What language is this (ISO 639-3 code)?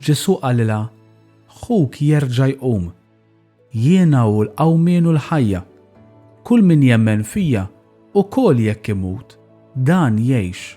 mlt